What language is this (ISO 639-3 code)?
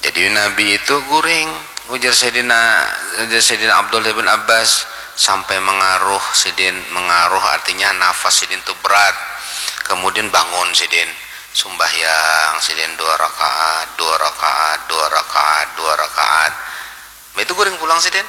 bjn